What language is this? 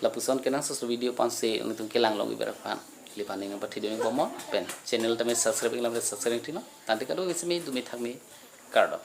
Karbi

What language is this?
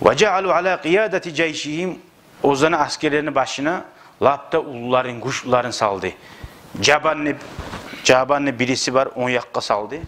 Kumyk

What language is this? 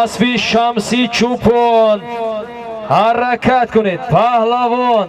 Tajik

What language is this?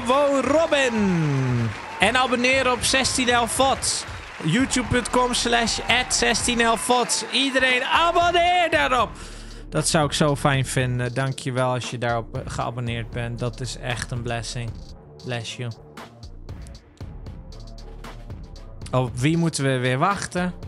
Dutch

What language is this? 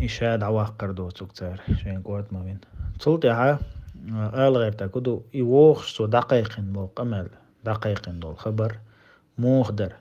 Chechen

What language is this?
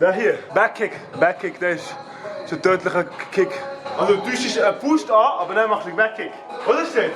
Swiss German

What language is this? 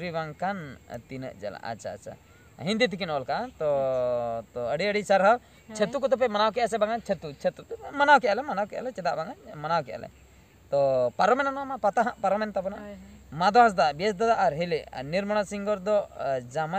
Santali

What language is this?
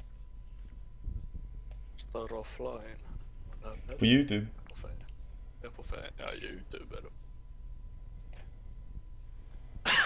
Swedish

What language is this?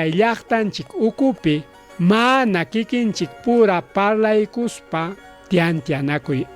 Ayacucho Quechua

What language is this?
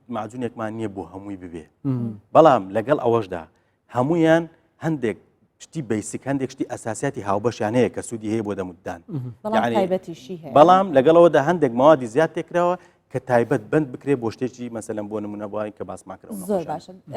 Central Kurdish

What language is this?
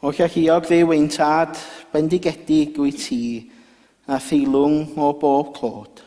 Welsh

